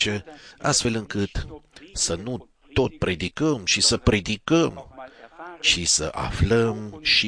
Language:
Romanian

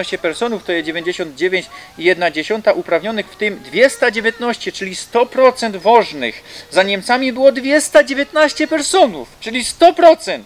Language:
Silesian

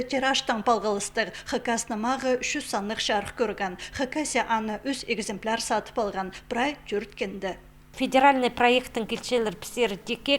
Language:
Khakas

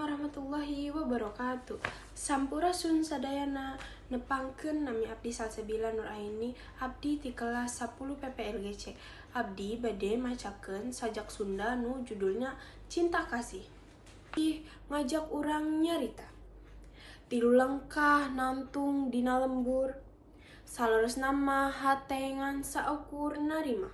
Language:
Sundanese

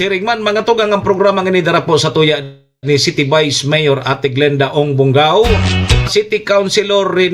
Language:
Bikol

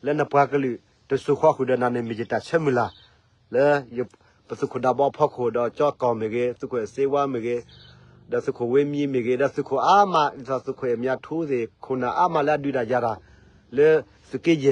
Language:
S'gaw Karen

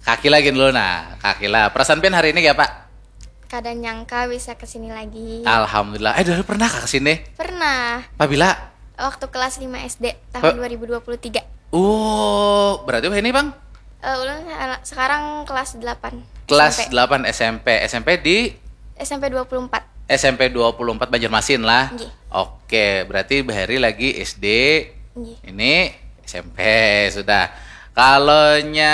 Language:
Banjar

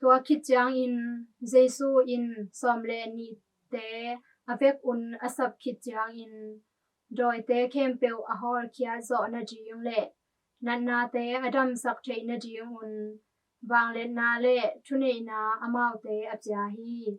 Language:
Tedim Chin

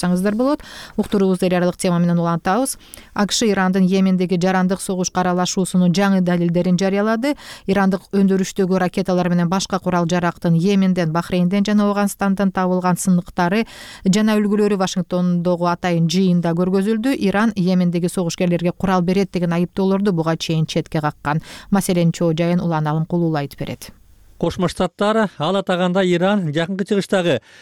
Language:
Kyrgyz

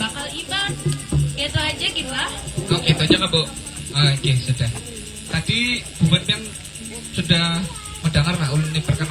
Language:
Banjar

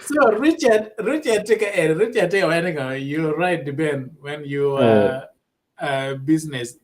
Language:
Acoli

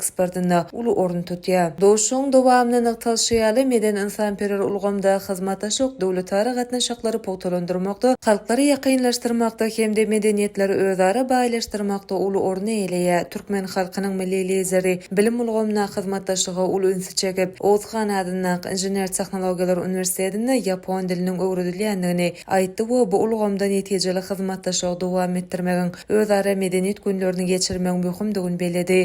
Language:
Turkmen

